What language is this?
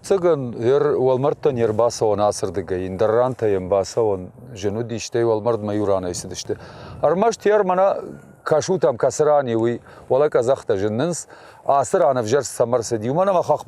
Ossetic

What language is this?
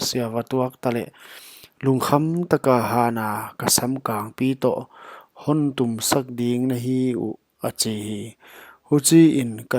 Paite Chin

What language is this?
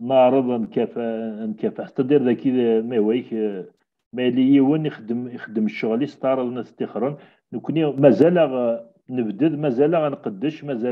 Kabyle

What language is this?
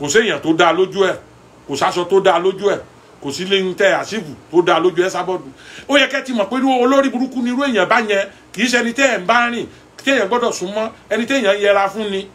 Yoruba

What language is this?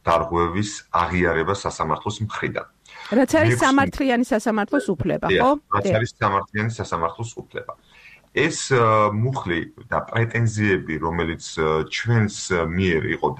Georgian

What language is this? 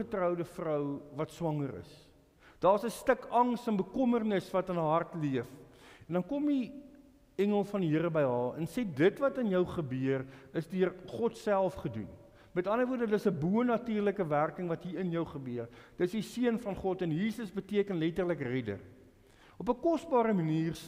Afrikaans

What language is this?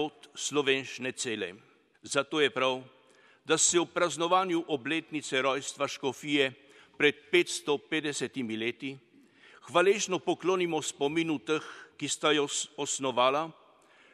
Slovenian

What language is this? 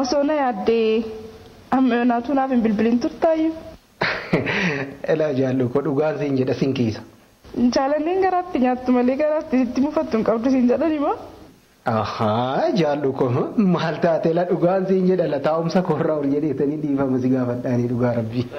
Oromo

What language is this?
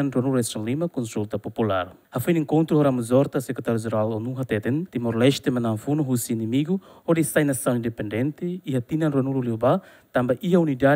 Tetum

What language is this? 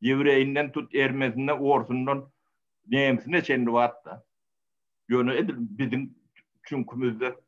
Turkmen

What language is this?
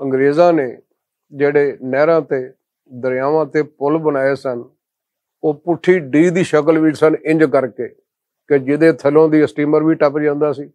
Western Panjabi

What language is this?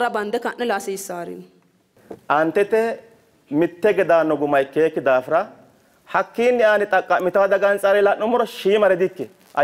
Sidamo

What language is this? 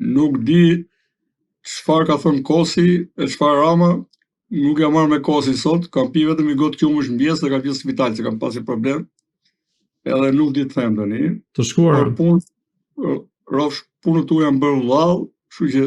Albanian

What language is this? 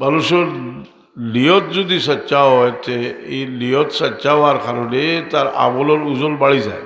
Sylheti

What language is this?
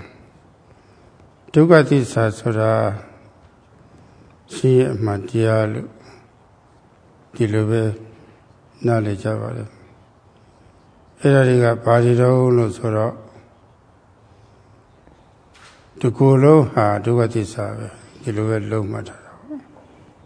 Burmese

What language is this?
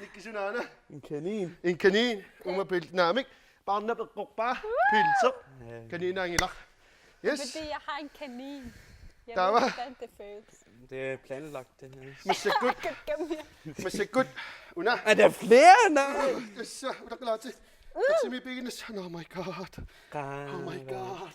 Kalaallisut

